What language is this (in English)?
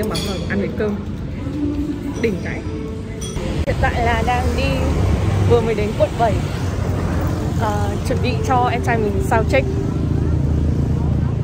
Vietnamese